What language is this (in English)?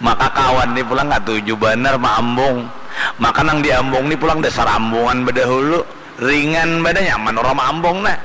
Banjar